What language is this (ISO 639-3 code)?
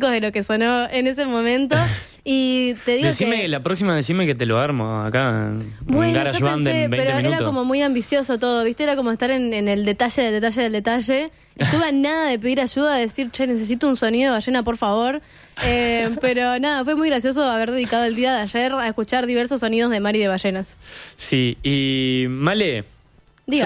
spa